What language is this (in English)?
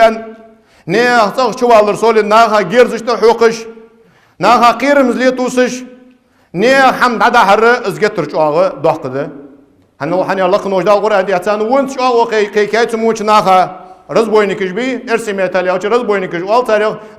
Ingush